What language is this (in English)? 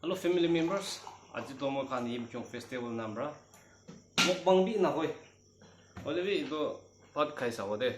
Naga Pidgin